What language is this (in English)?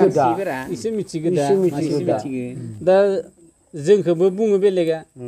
Bodo